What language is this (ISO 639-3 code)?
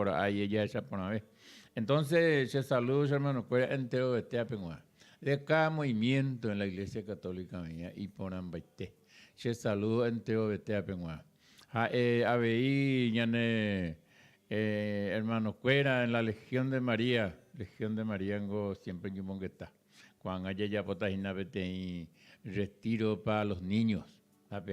grn